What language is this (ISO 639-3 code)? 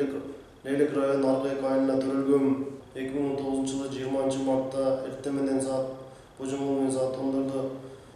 kir